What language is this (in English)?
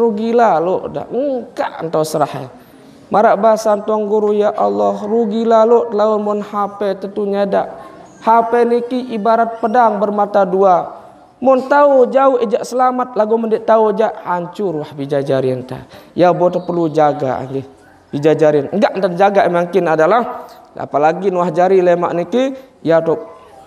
Sasak